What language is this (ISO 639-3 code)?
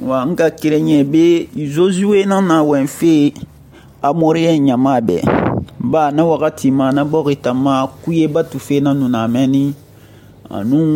sus